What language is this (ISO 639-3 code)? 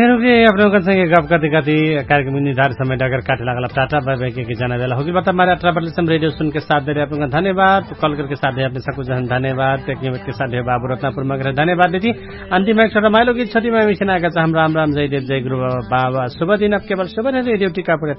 bho